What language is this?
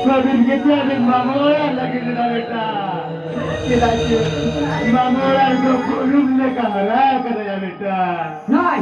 Santali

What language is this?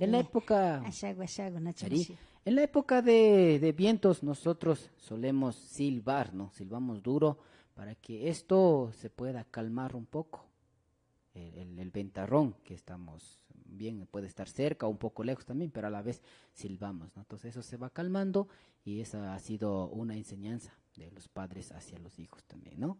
Imbabura Highland Quichua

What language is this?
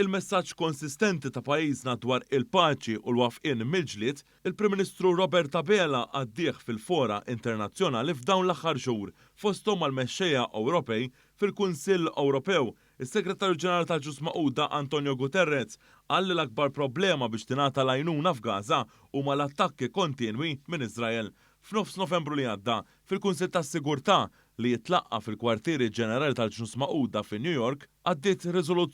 Maltese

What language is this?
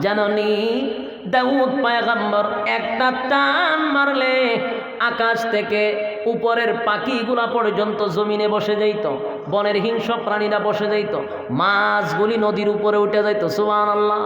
Sylheti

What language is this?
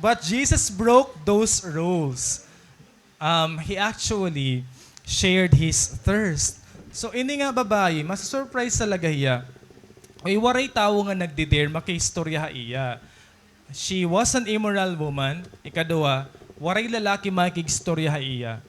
Waray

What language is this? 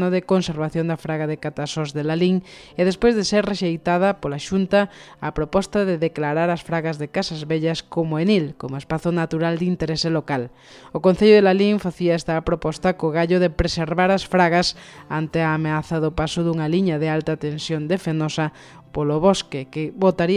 Galician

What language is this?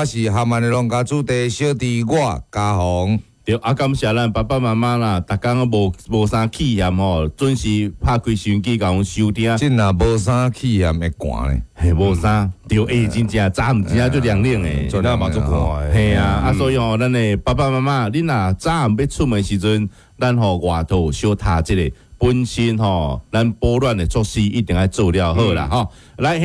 Min Nan Chinese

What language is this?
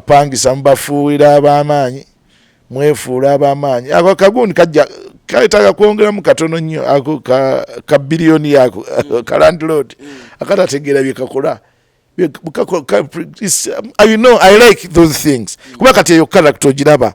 Ganda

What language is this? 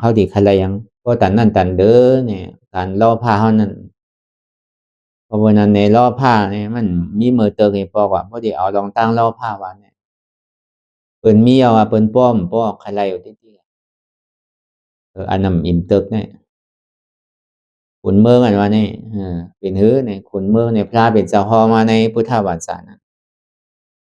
Shan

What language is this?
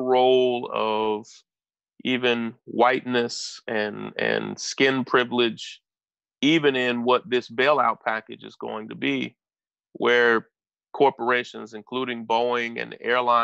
English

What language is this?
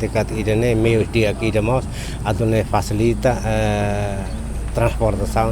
Tetum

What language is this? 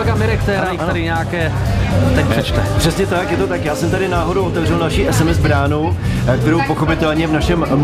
Czech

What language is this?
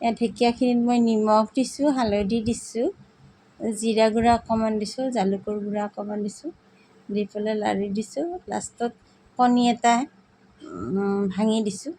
Assamese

